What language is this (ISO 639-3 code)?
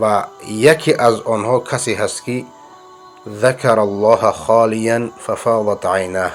fas